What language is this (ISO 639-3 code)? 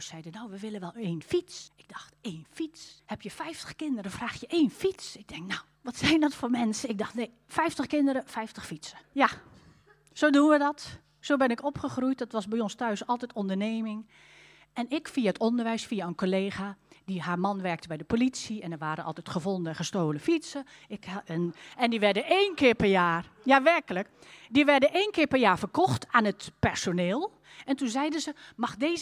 nld